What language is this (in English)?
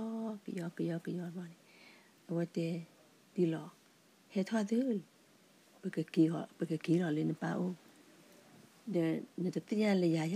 S'gaw Karen